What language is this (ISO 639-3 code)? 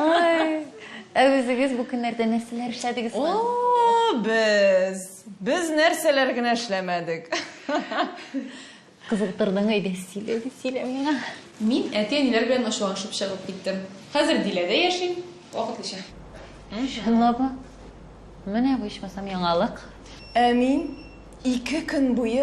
tat